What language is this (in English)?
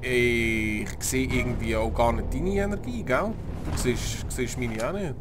Swiss German